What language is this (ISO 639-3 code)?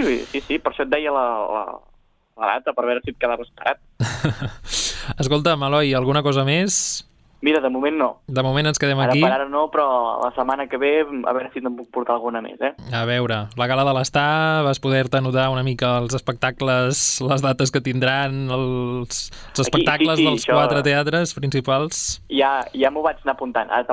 cat